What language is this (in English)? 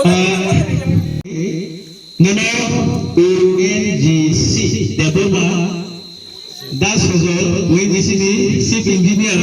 Kok Borok